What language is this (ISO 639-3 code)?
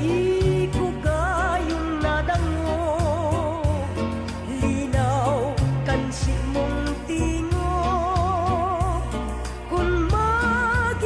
bik